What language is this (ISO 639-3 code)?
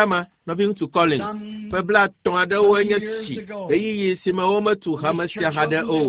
ewe